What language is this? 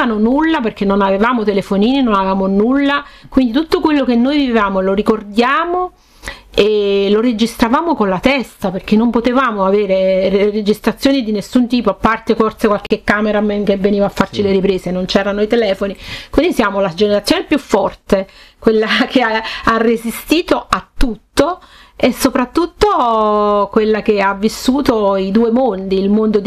Italian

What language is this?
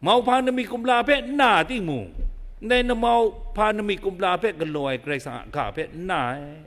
Kachin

